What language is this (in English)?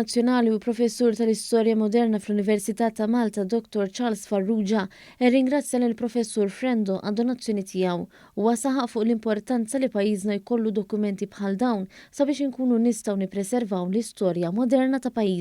Maltese